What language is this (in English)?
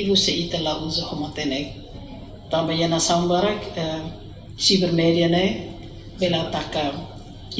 Tetum